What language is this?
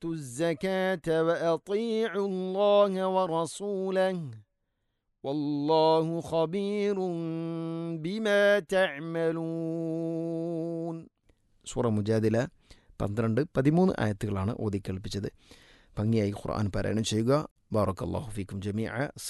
Malayalam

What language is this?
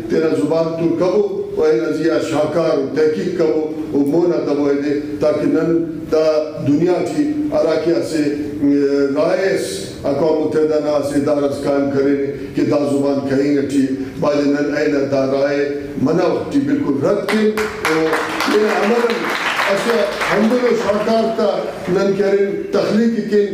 Brahui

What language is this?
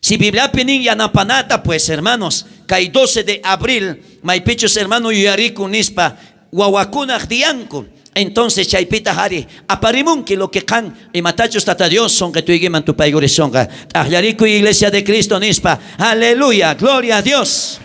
South Bolivian Quechua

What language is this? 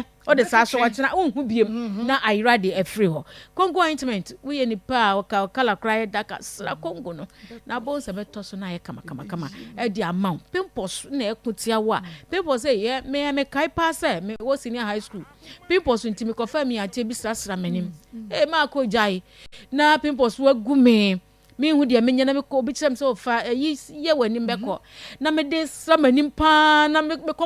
Akan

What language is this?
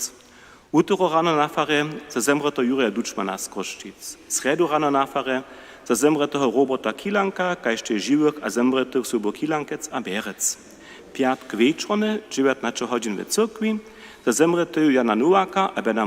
Upper Sorbian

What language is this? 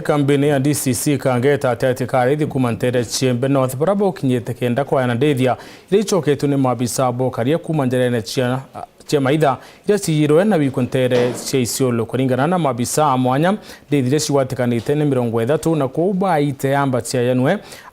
Meru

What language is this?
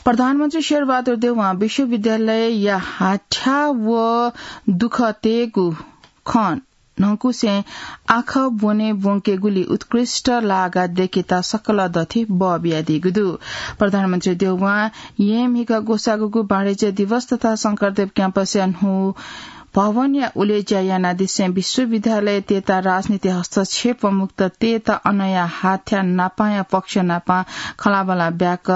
Newari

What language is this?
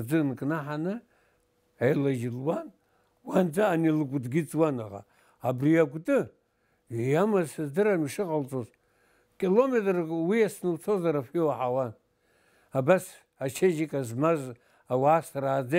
Abkhazian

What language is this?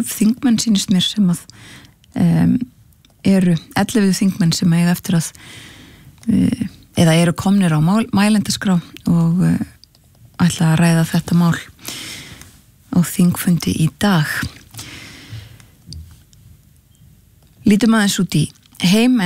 Icelandic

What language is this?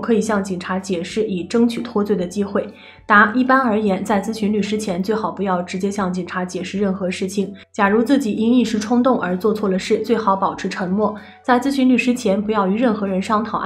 Chinese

